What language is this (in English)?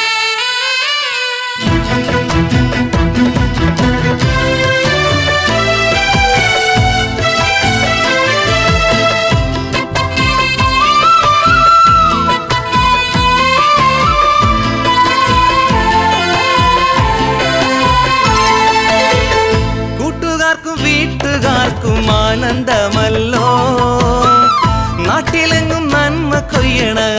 Malayalam